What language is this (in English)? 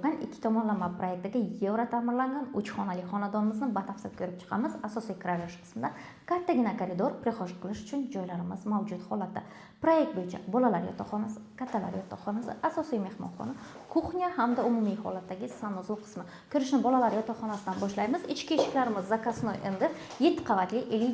Uzbek